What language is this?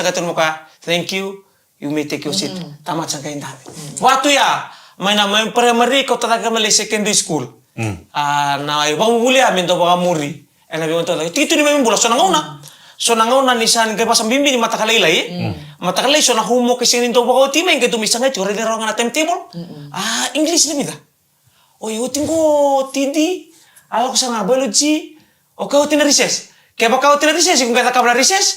Fijian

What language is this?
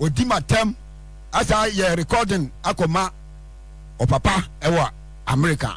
Akan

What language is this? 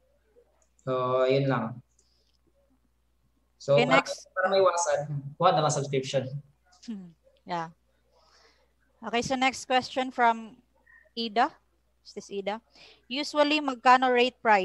Filipino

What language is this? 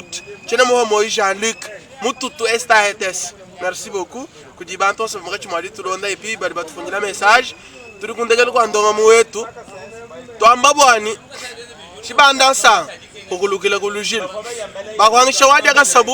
Luba-Lulua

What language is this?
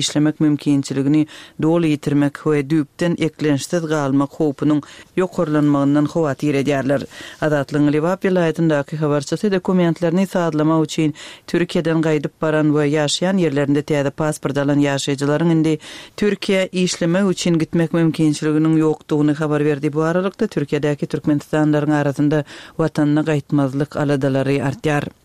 Turkmen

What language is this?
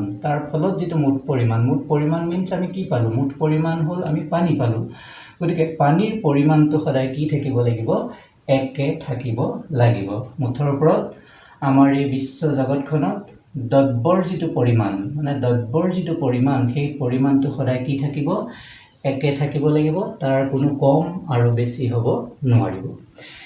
Assamese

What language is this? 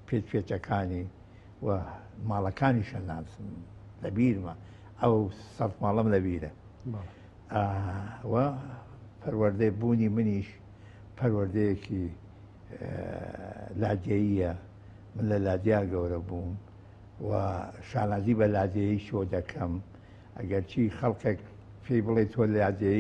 Central Kurdish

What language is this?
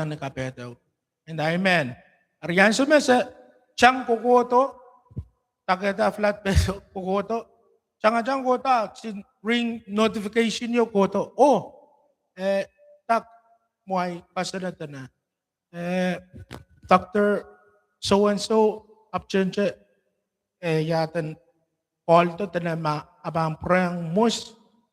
Pohnpeian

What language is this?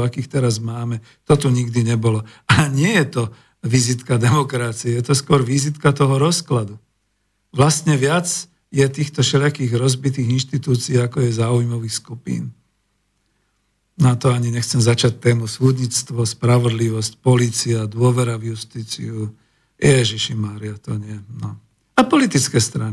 Slovak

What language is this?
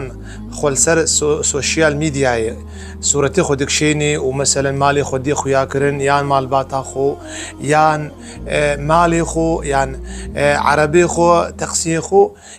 Kurdish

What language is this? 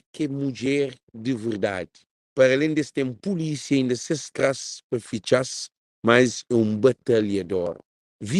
Kabuverdianu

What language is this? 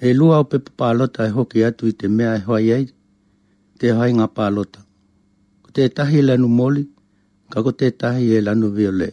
Latvian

